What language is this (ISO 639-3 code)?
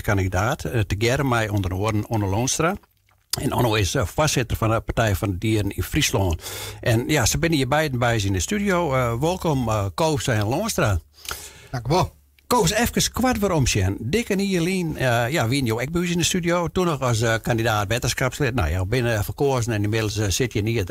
fry